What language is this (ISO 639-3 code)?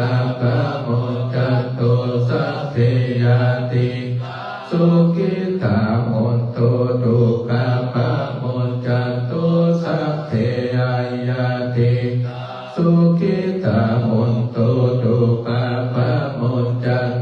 pli